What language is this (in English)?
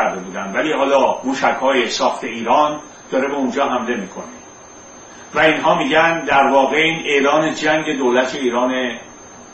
Persian